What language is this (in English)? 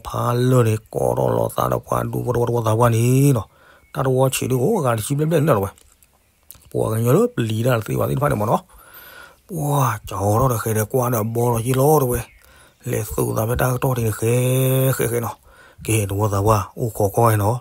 S'gaw Karen